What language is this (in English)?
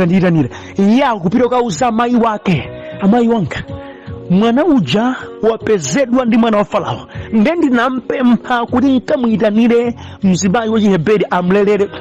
Nyanja